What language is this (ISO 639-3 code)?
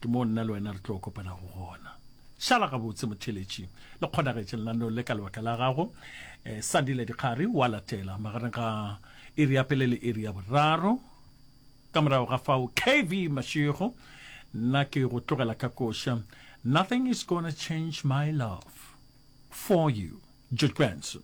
nso